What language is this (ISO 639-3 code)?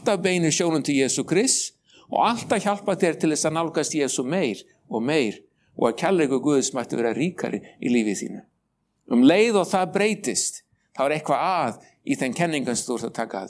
isl